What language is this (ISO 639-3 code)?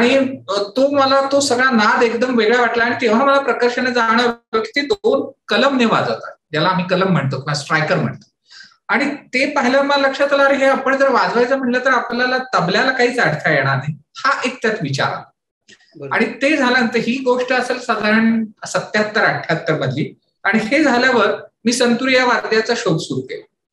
mar